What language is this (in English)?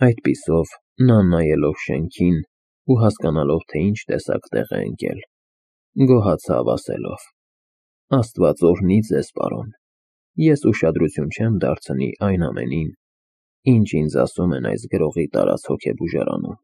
Armenian